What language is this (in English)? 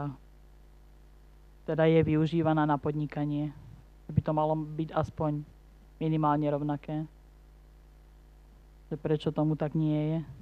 Slovak